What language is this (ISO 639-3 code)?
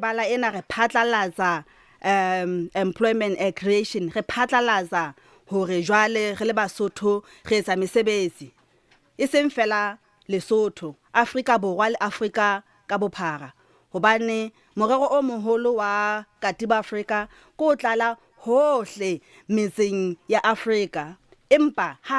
sot